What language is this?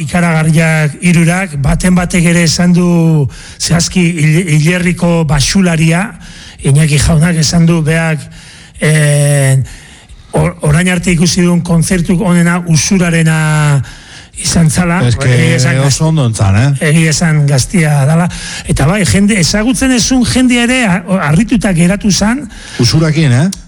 Basque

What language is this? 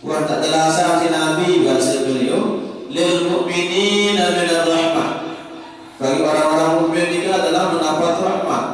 Sasak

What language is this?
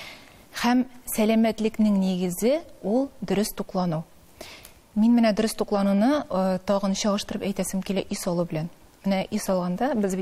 Tatar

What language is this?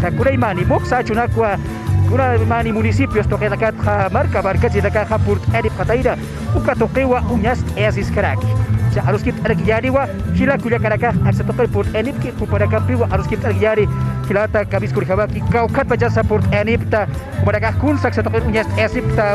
Aymara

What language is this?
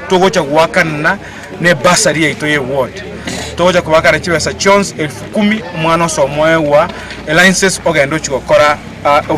Gusii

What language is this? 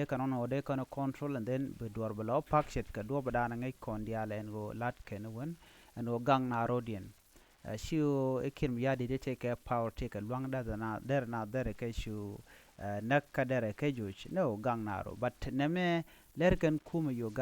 Nuer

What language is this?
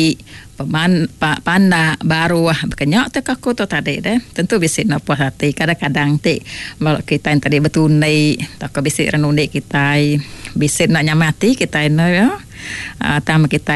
Iban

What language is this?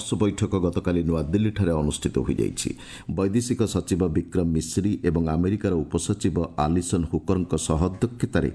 Odia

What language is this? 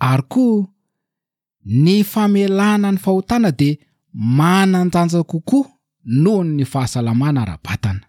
Malagasy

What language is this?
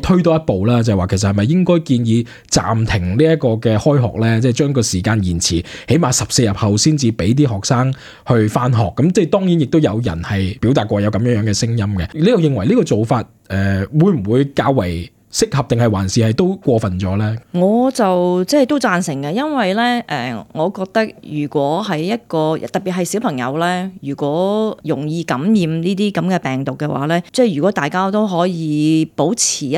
Cantonese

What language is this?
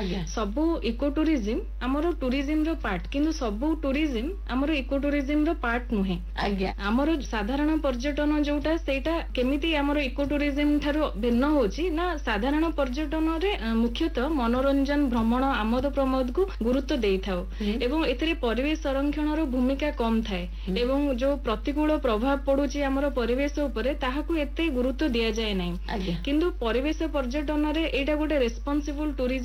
Odia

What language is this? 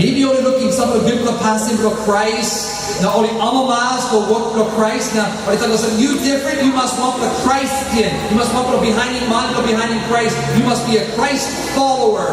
Tok Pisin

